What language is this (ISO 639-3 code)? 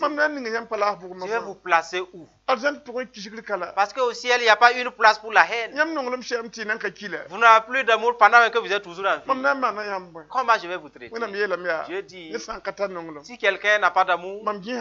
mos